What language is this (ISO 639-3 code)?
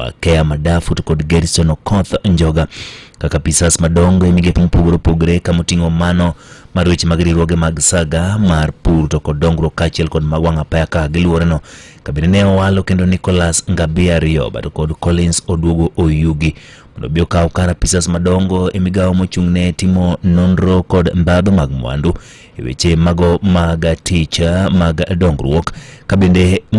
luo